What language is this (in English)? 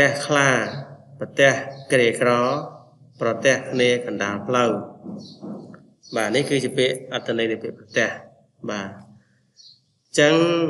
Khmer